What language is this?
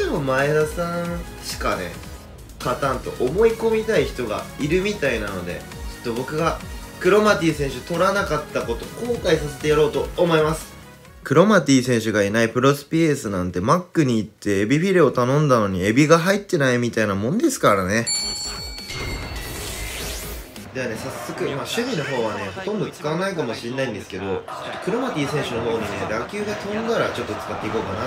Japanese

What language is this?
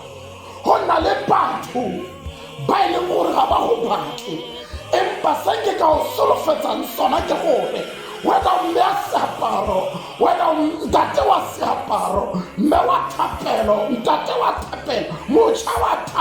Tswana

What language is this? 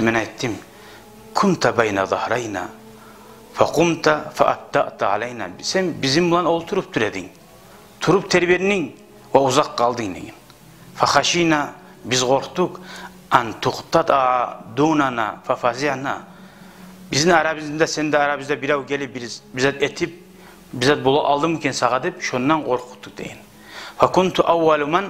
Kumyk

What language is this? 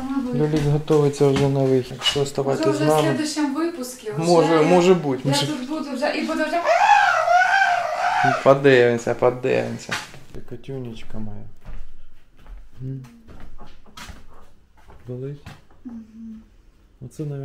Ukrainian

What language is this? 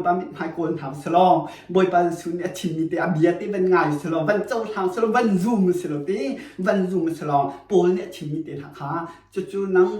Hakha Chin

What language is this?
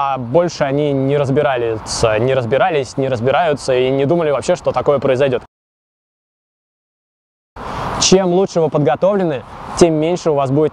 Russian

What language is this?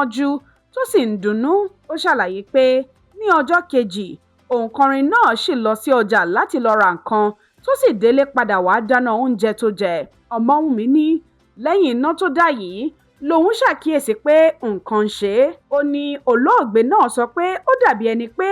Yoruba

